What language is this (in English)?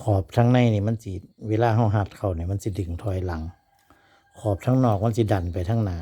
Northeastern Thai